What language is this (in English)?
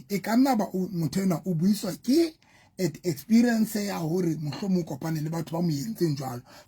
Southern Sotho